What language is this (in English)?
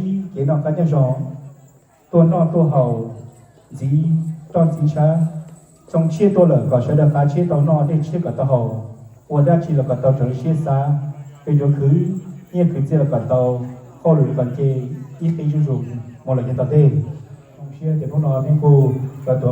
Hmong